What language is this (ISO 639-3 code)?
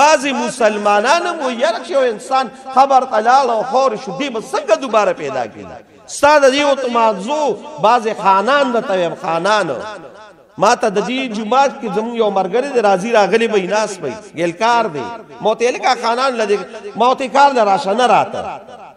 pus